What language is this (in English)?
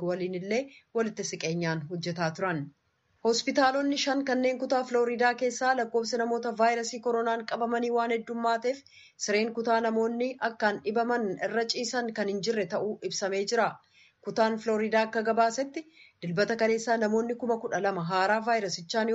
Oromo